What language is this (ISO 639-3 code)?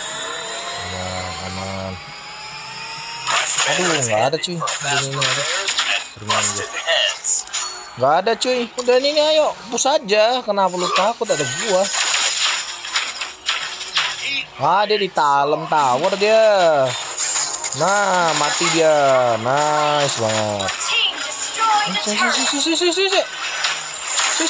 ind